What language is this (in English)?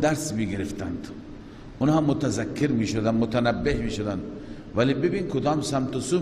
Persian